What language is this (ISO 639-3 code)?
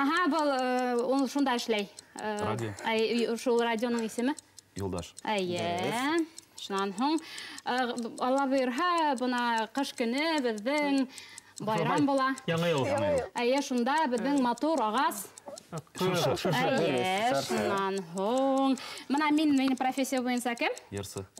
bak